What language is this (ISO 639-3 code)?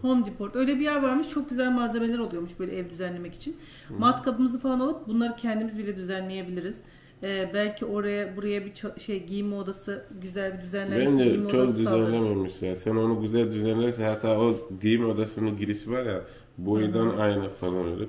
tur